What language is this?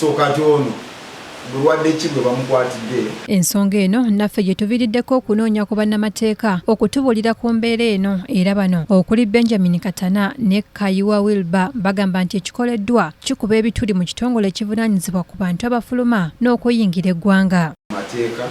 Ganda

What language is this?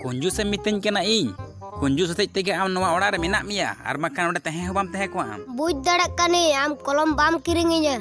Santali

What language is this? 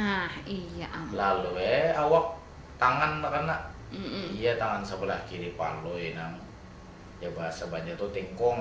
Banjar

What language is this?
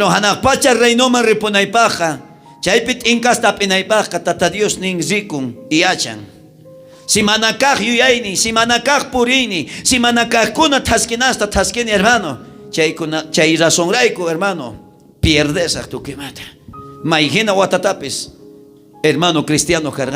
South Bolivian Quechua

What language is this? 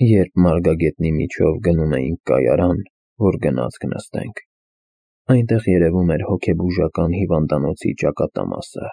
Armenian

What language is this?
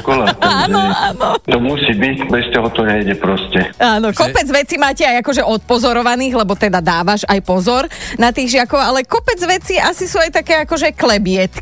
Slovak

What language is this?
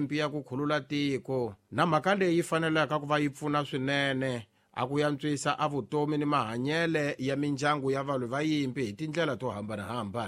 Tsonga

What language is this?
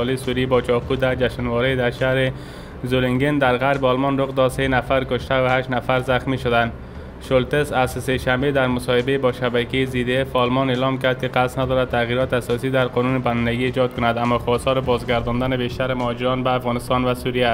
Persian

